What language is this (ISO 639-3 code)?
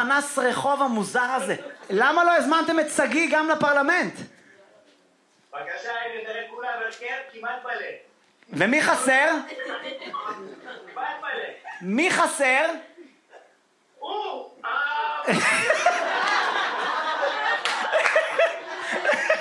heb